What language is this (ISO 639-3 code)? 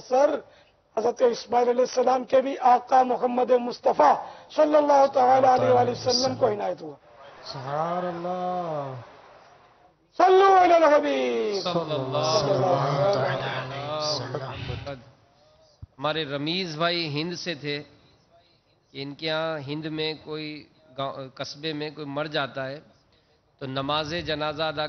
urd